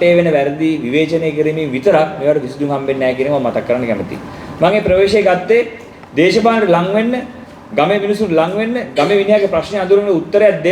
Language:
Sinhala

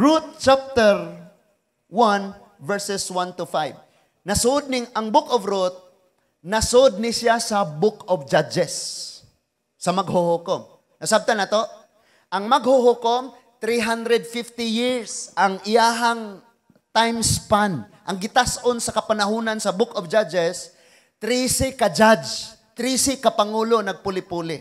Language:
Cebuano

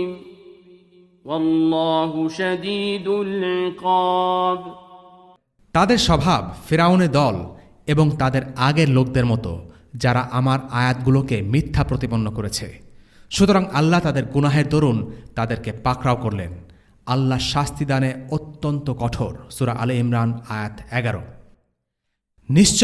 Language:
Bangla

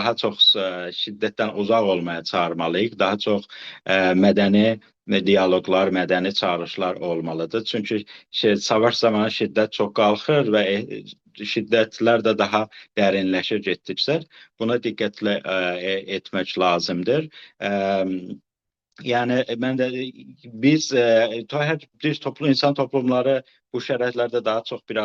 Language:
South Azerbaijani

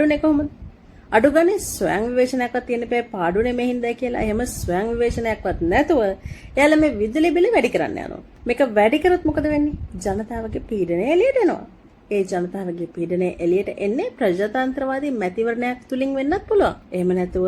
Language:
Sinhala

